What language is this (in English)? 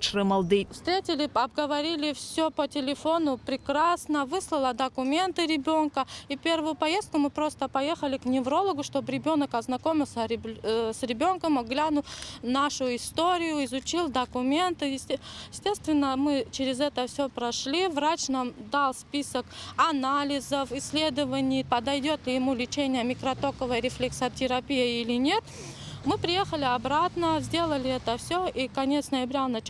Abkhazian